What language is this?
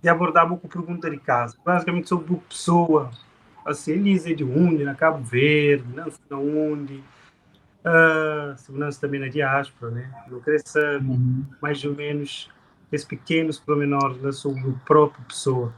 Kabuverdianu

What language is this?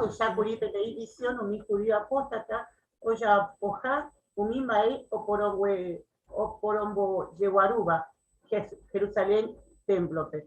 Guarani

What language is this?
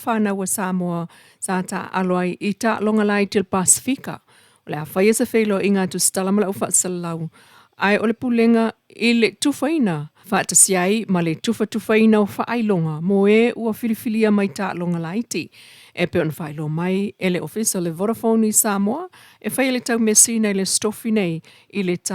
Samoan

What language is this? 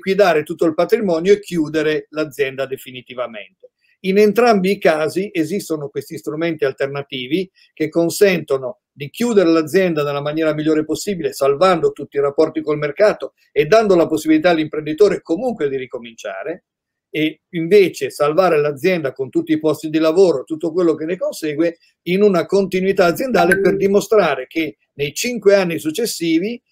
Italian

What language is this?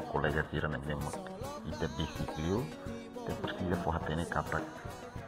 Tetum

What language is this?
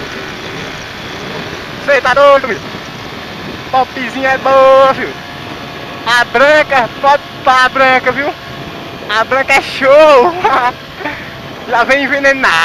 Portuguese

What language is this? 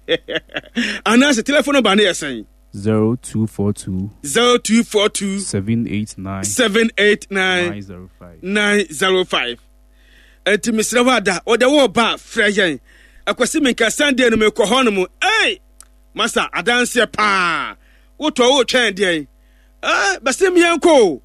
Akan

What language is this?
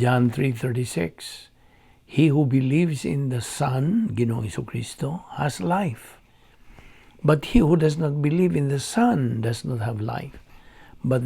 Cebuano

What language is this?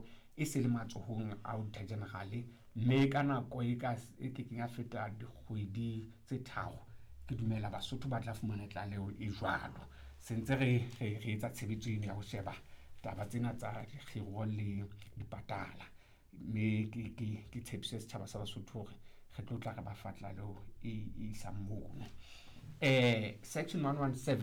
Southern Sotho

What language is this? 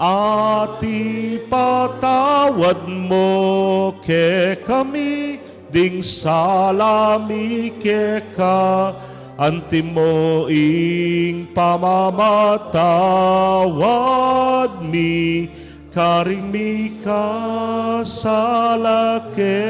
Pampanga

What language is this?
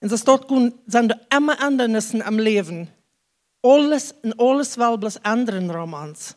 Plautdietsch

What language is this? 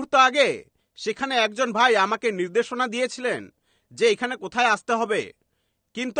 Bangla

